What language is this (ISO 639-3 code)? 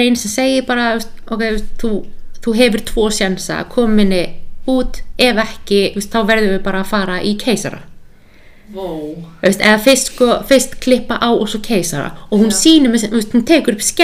isl